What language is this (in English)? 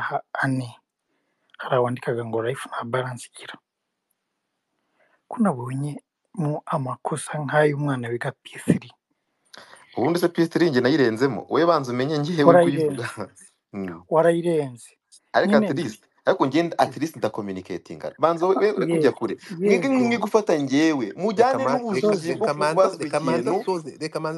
Kinyarwanda